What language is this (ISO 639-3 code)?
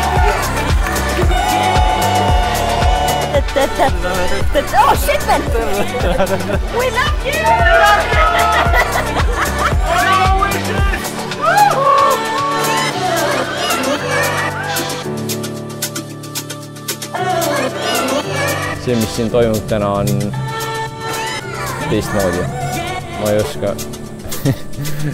est